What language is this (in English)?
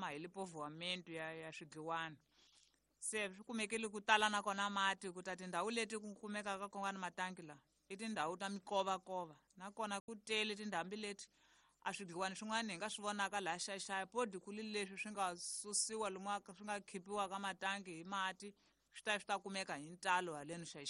Tsonga